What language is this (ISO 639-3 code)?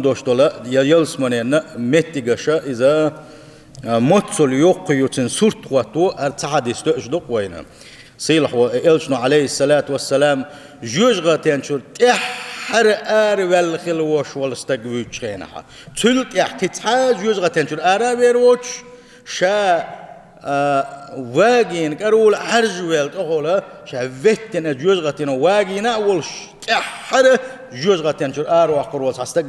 che